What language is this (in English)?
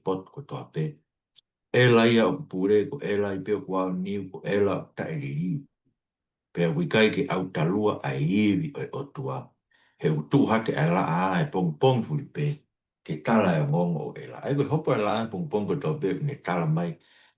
Tongan